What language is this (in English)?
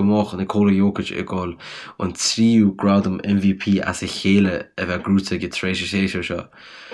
Irish